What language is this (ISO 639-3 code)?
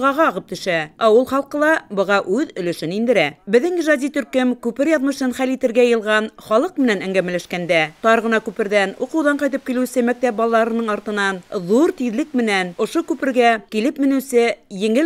bak